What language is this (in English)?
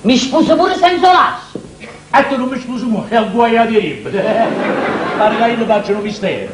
Neapolitan